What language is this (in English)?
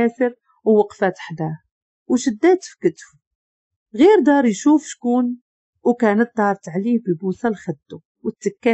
Moroccan Arabic